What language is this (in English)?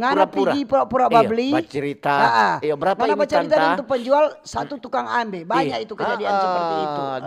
Manado Malay